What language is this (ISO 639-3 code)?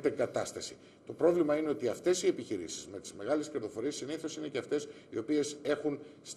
ell